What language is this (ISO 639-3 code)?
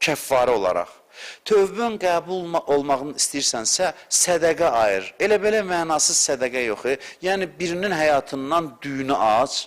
aze